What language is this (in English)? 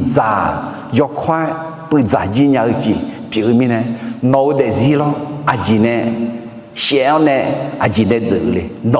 Akha